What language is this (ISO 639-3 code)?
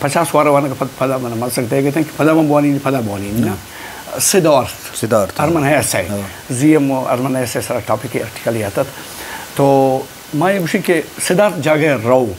bgp